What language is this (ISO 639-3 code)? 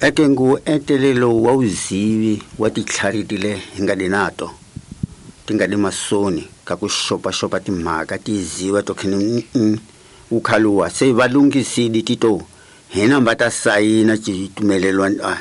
tso